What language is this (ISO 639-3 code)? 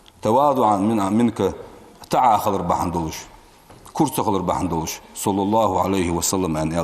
inh